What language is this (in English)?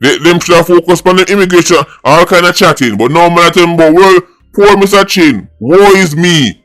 Jamaican Creole English